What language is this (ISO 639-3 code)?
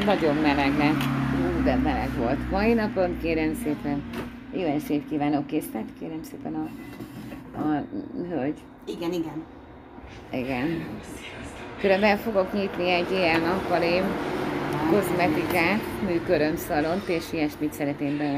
hun